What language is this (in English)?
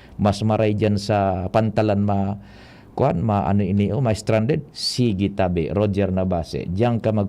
Bikol